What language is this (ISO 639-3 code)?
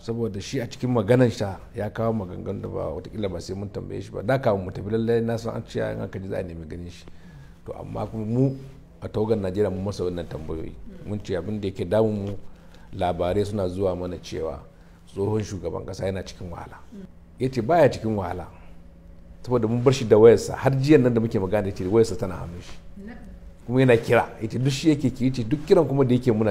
hau